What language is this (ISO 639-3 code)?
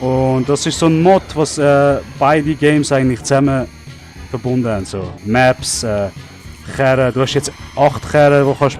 gsw